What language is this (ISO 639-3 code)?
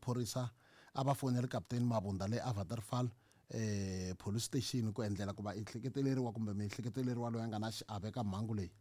tso